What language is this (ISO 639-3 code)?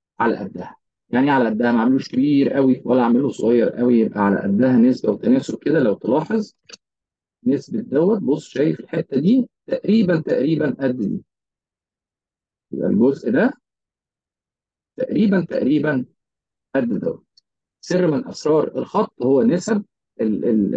arz